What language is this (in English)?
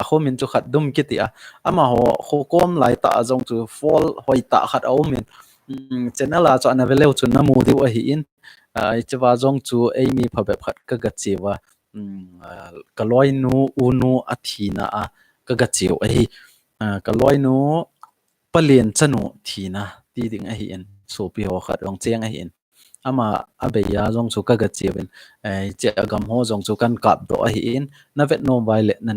Thado Chin